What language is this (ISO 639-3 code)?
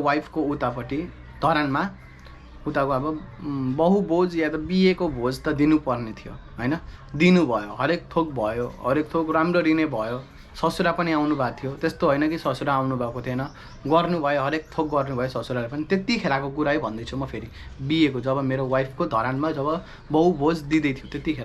nep